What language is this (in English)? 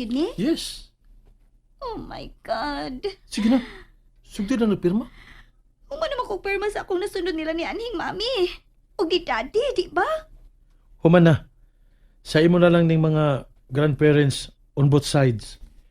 Cebuano